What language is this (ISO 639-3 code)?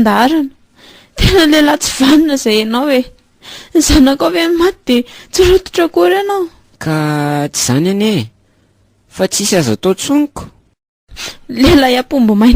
mlg